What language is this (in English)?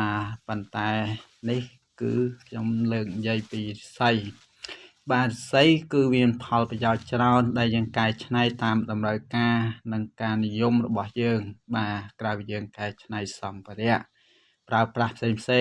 Khmer